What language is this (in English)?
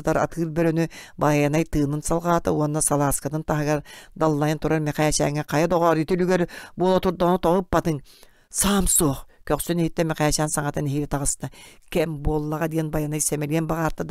Yakut